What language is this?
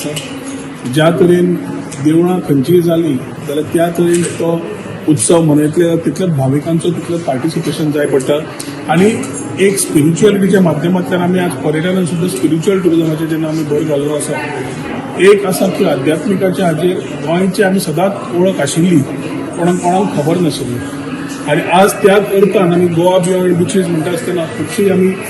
Konkani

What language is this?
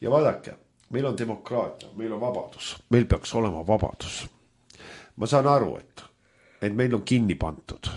Estonian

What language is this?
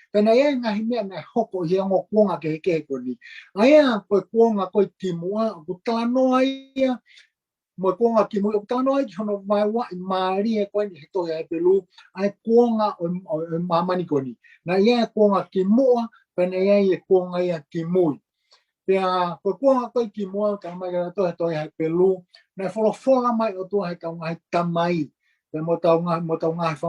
Tongan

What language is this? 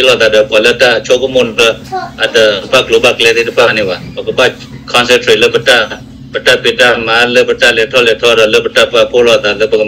S'gaw Karen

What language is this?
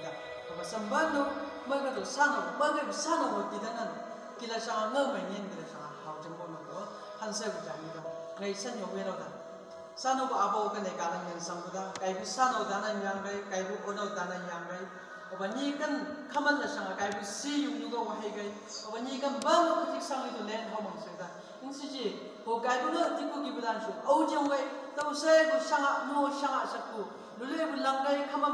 Chang Naga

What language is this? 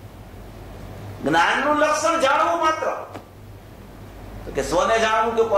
Gujarati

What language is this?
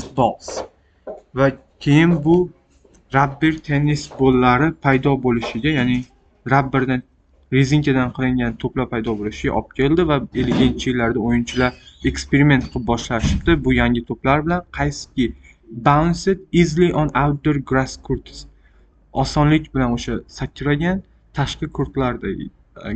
Uzbek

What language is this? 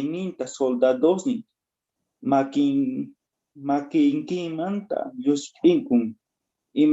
South Bolivian Quechua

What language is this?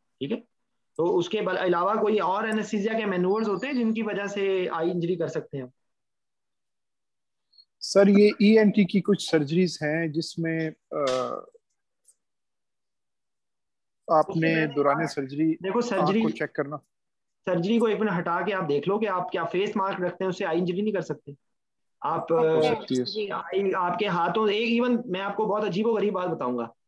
Hindi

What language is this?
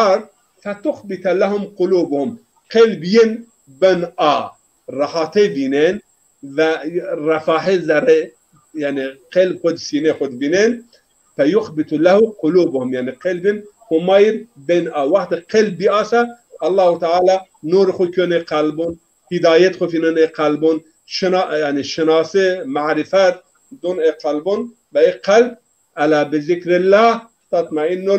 Zaza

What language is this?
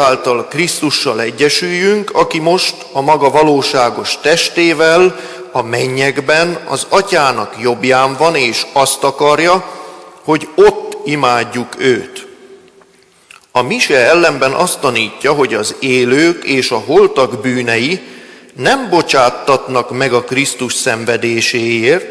Hungarian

